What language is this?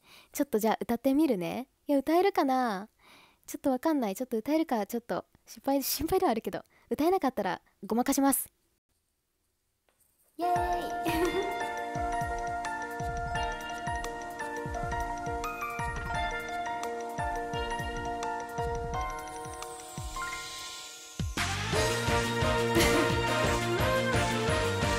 Japanese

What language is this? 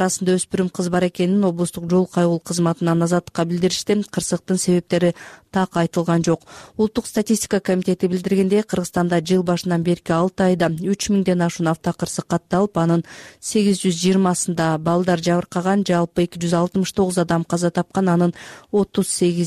Kyrgyz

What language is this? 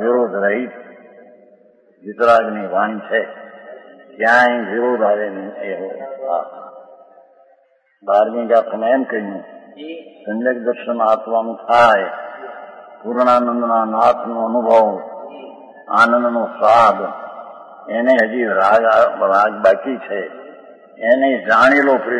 Gujarati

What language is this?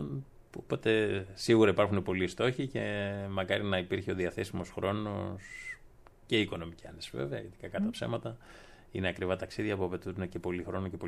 Greek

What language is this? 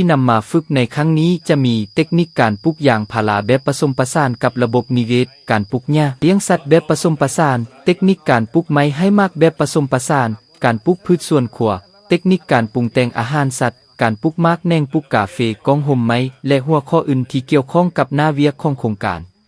Lao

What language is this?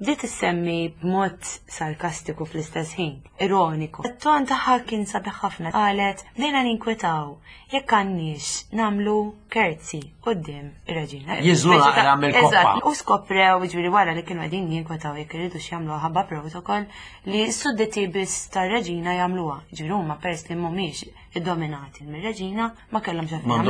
Maltese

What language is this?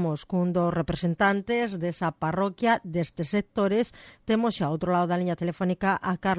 Galician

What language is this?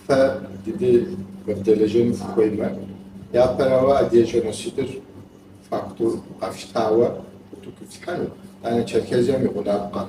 Kabardian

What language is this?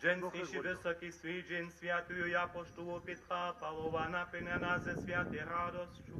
Upper Sorbian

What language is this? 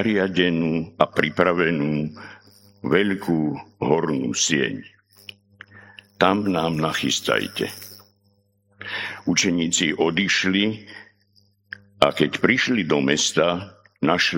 Slovak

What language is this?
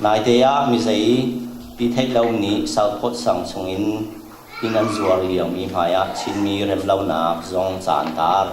Falam Chin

